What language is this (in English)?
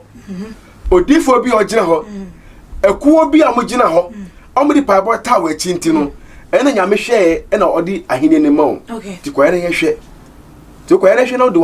Akan